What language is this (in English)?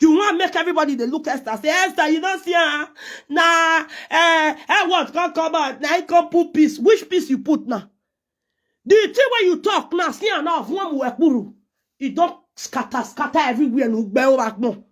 Nigerian Pidgin